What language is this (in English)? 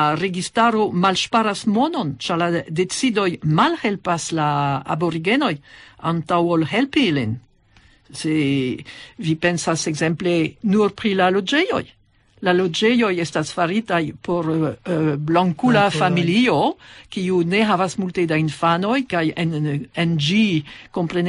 Esperanto